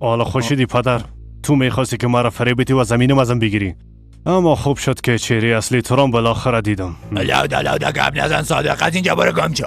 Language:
Persian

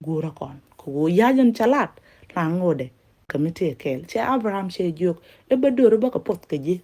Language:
Nuer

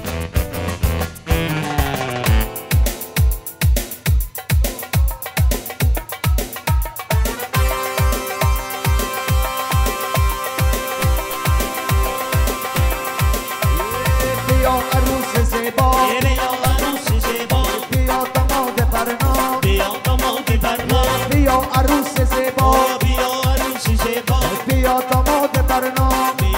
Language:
Persian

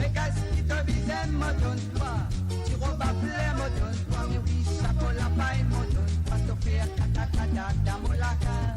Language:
Morisyen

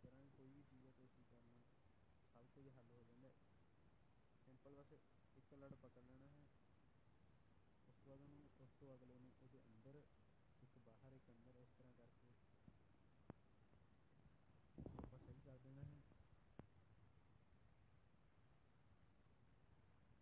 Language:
Punjabi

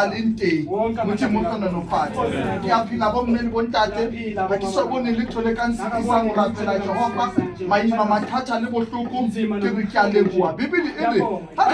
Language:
Southern Sotho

